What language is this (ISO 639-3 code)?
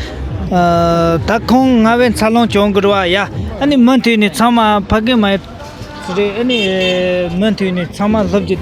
bod